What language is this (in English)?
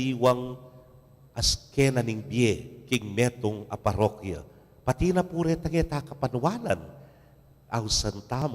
Pampanga